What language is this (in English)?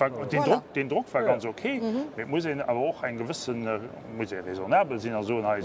Luxembourgish